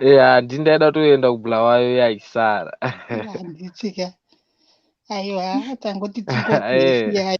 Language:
Shona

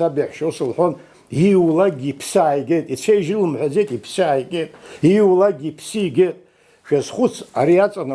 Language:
Abkhazian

